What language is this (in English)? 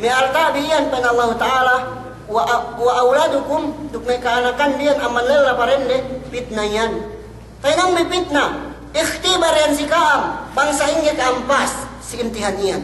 Yakan